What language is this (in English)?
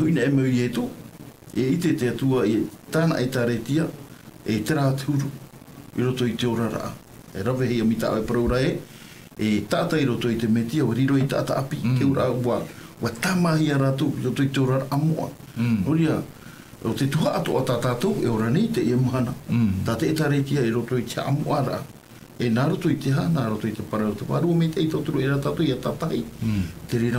Tahitian